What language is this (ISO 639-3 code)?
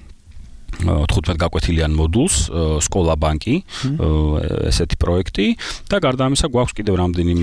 kat